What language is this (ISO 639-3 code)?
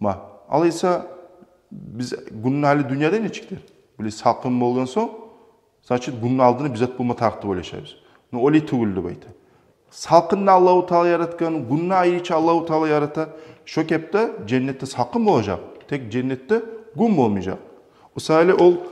kum